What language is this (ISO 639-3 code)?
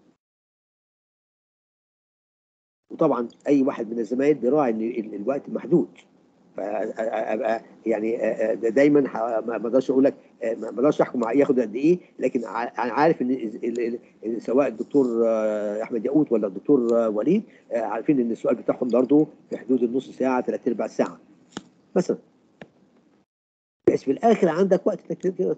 arz